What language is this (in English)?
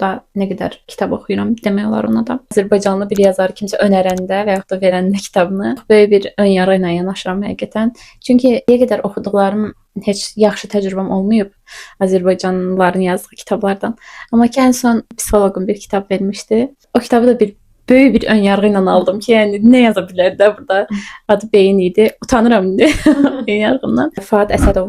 Azerbaijani